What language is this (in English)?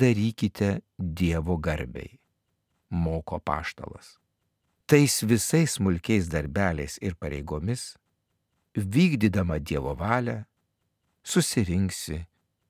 Lithuanian